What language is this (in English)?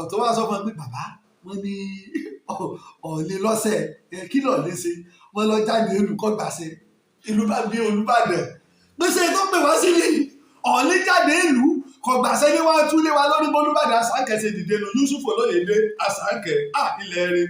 Yoruba